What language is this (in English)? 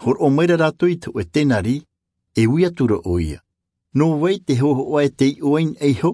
Tahitian